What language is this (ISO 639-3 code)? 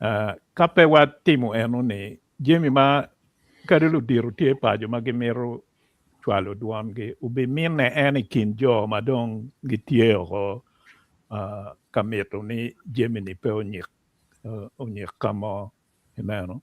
ach